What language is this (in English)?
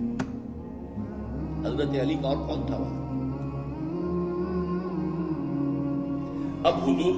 Urdu